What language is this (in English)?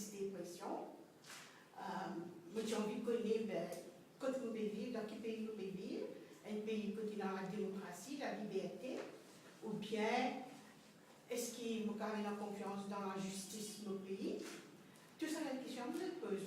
Morisyen